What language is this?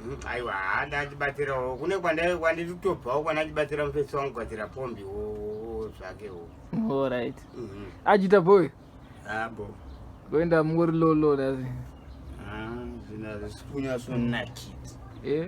Shona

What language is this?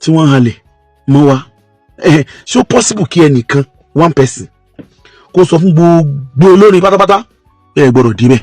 Yoruba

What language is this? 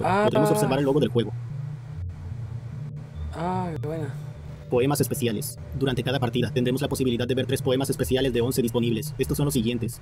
Spanish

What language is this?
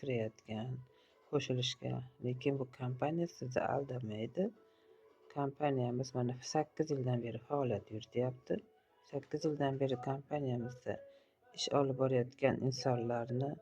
Uzbek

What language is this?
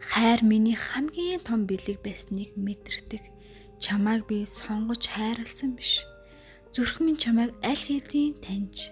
Mongolian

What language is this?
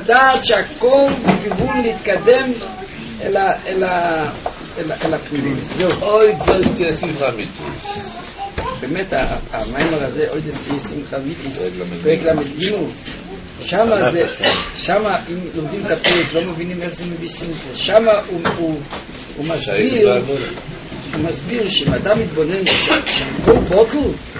Hebrew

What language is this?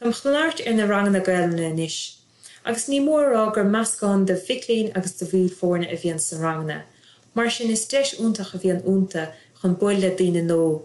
Irish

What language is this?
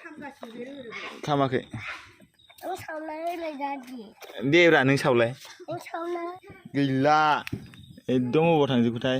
Bodo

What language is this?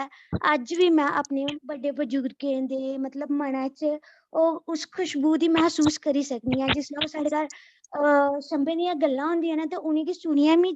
Dogri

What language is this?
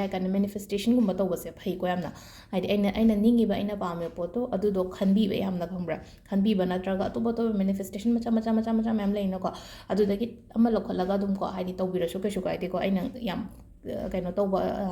Manipuri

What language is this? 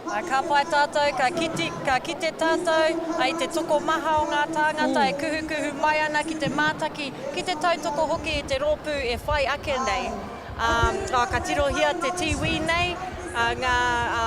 Māori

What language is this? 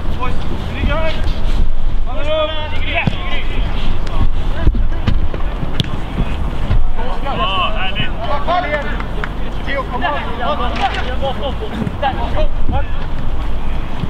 Swedish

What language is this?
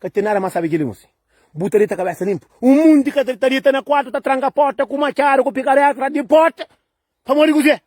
Kabuverdianu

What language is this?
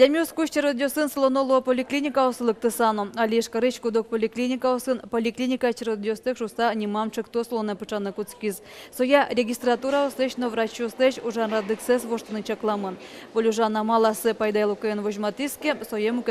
Udmurt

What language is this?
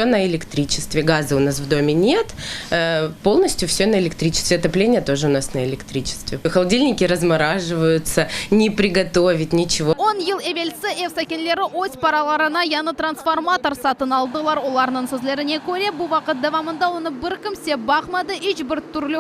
Crimean Tatar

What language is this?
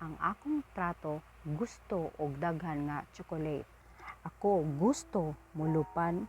Cebuano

